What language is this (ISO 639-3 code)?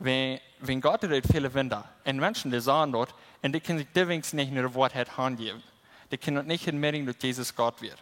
pdt